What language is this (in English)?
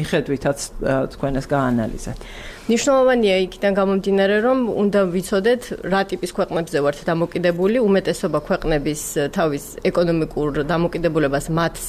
Georgian